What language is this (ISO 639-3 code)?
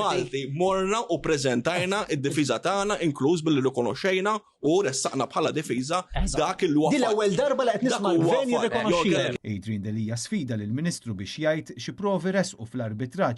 mlt